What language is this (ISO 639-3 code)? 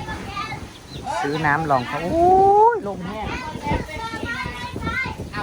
tts